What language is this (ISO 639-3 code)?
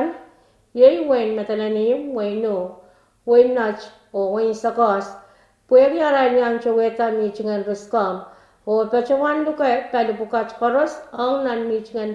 pon